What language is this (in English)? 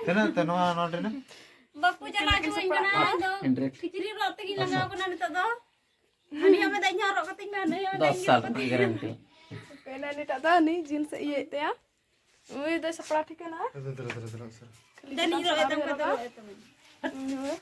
Santali